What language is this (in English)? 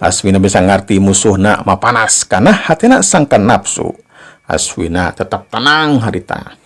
Sundanese